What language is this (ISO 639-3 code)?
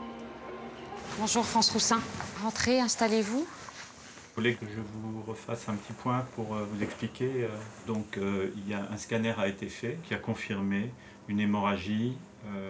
fra